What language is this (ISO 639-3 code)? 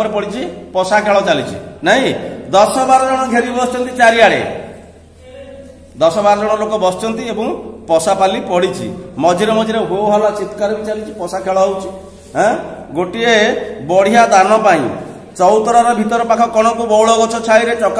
ori